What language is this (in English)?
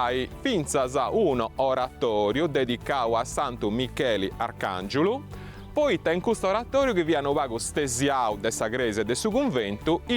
Sardinian